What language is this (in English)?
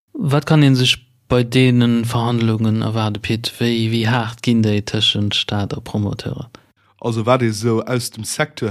Luxembourgish